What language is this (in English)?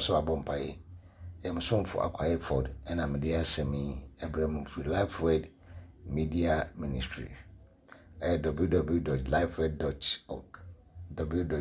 Akan